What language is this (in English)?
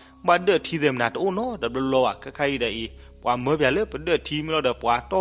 S'gaw Karen